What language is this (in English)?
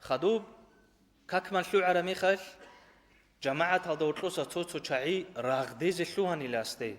Avaric